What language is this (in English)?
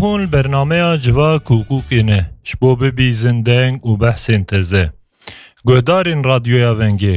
Kurdish